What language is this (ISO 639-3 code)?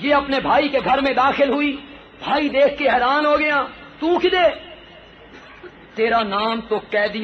urd